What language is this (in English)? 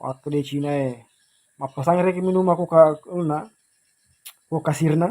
Buginese